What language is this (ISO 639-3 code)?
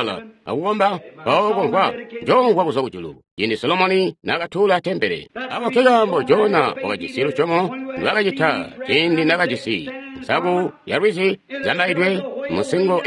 toi